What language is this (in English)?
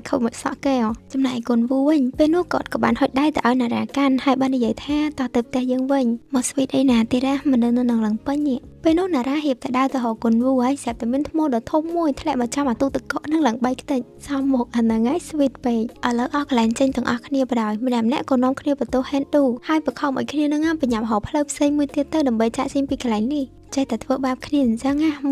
Khmer